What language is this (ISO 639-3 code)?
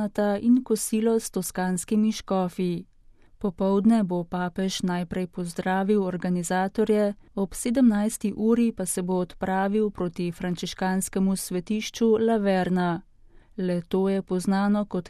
slv